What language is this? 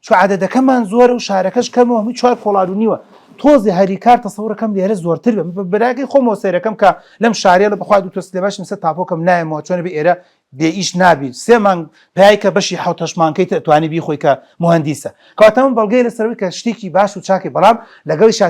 Central Kurdish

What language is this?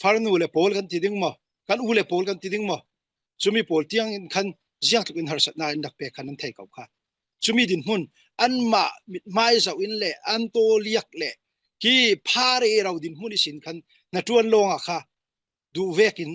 Falam Chin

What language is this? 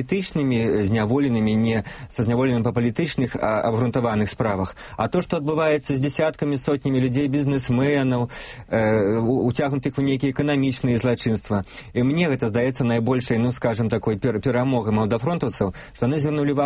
Belarusian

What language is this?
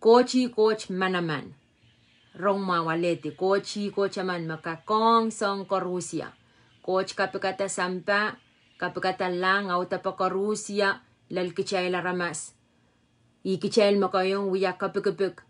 Pohnpeian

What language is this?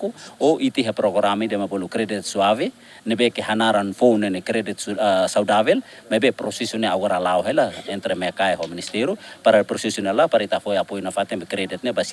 Tetum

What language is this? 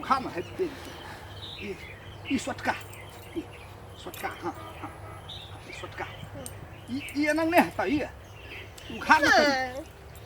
Maithili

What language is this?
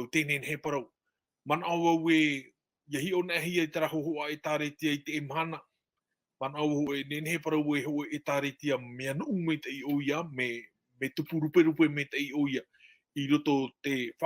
Tahitian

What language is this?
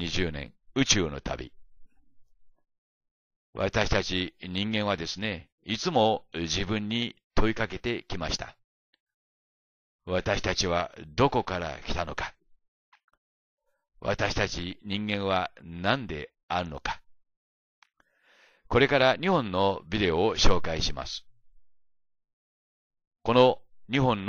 Japanese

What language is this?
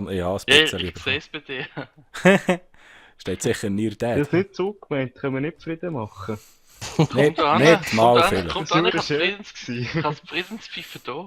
Swiss German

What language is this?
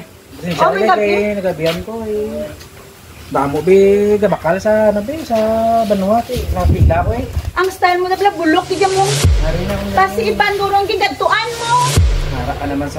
Hiligaynon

